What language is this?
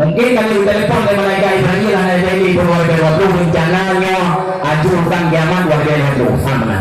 Achinese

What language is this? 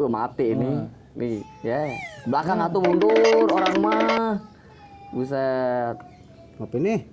Betawi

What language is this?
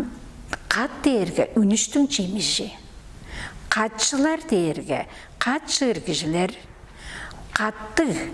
Tuvinian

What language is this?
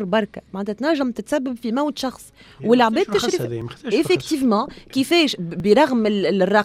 Tunisian Arabic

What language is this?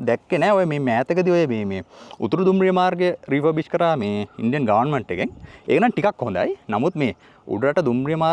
Sinhala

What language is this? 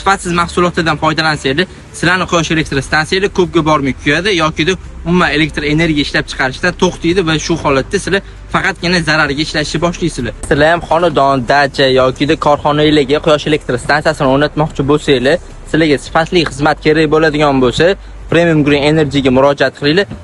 Uzbek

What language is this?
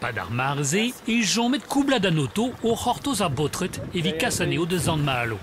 Breton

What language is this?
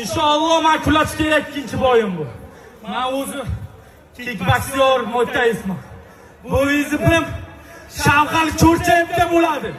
Uzbek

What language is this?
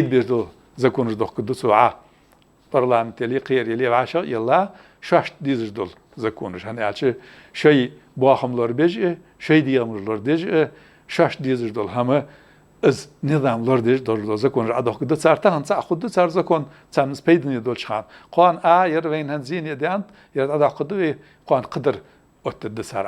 Ingush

